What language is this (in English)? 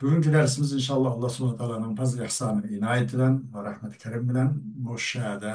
Uyghur